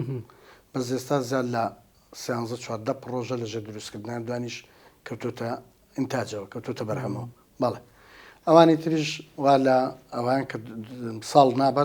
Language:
Central Kurdish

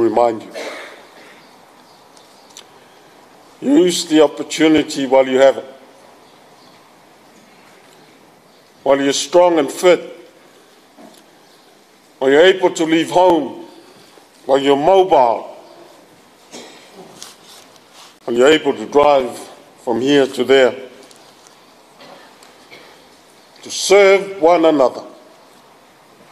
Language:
English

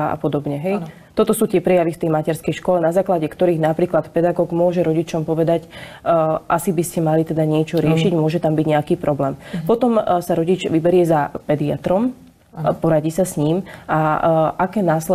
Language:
Slovak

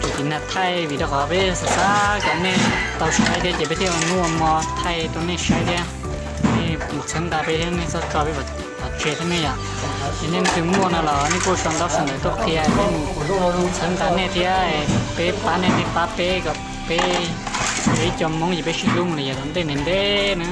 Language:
Hmong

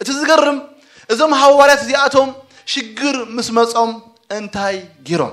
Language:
Tigrinya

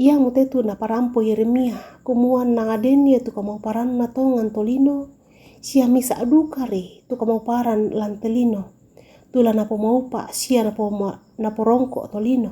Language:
Toraja-Sa'dan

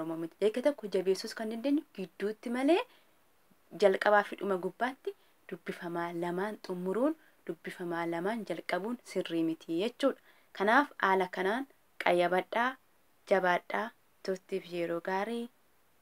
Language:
Oromo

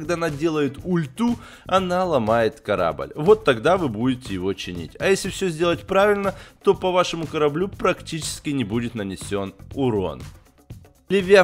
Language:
Russian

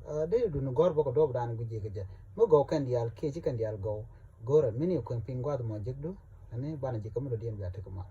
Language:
Nuer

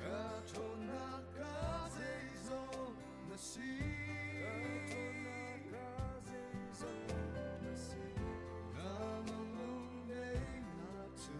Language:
Hakha Chin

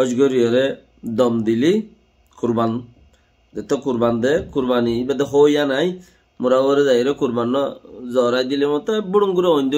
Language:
Rohingya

